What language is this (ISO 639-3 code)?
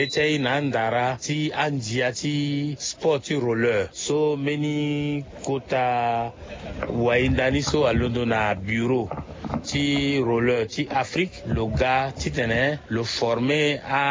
sag